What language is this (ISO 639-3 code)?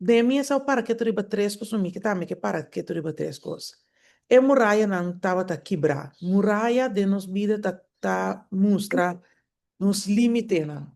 pap